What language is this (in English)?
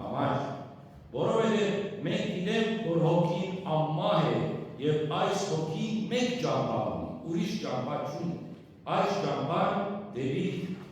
Western Armenian